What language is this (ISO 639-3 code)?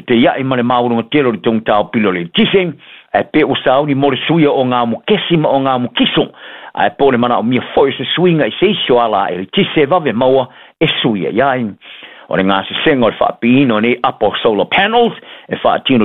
smo